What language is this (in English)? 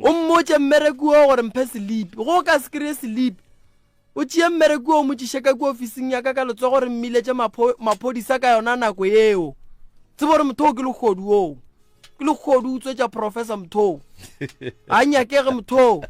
Northern Sotho